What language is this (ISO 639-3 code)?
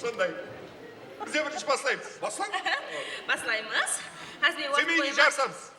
kaa